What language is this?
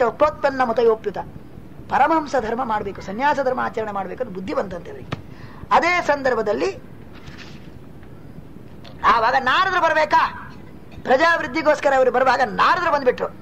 Kannada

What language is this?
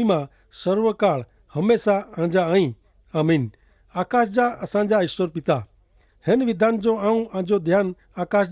Kachhi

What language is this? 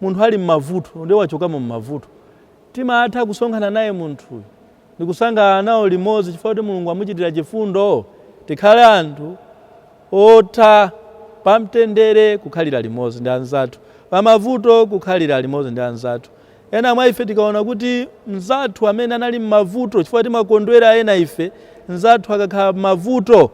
Nyanja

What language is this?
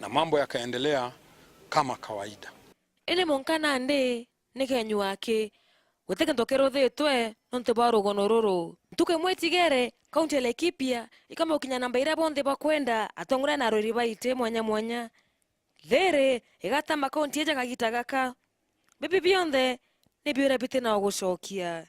Meru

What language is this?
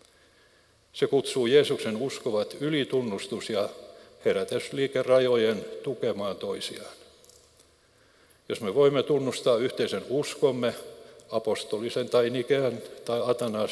Finnish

